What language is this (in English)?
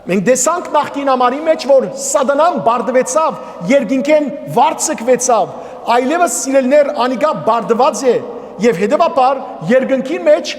Western Armenian